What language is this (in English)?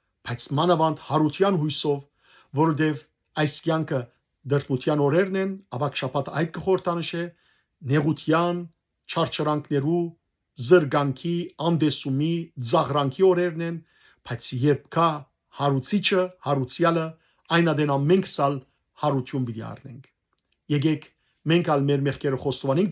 Western Armenian